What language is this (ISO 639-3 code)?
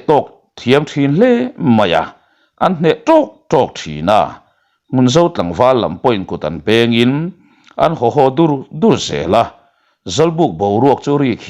lus